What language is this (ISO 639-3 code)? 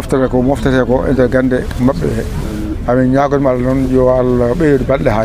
ful